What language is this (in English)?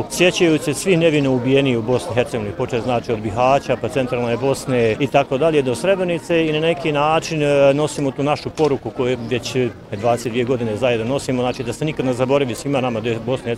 Bosnian